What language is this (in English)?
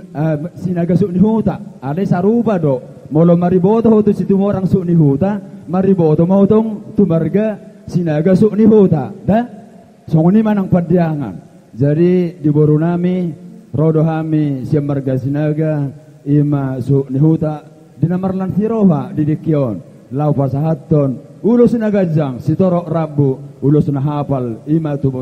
Batak Toba